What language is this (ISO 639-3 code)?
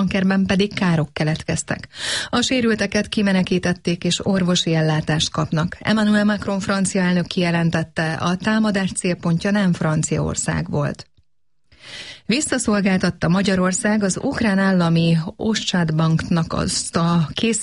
hun